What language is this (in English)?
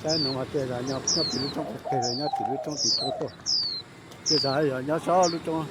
Hmong